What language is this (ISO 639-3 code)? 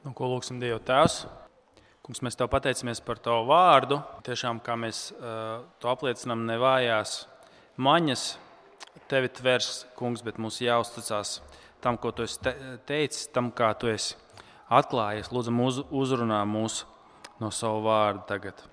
lav